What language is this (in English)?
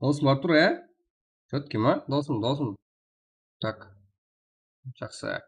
Kara-Kalpak